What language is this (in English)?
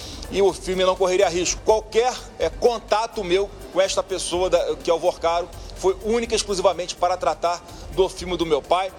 Portuguese